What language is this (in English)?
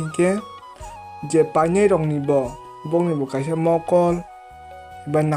Kok Borok